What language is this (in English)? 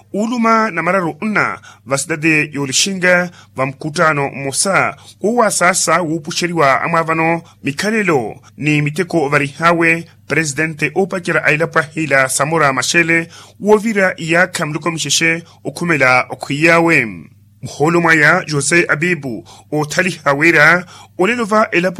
Makhuwa